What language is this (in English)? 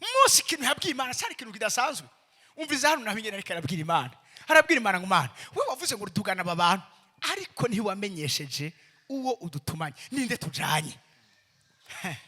Rundi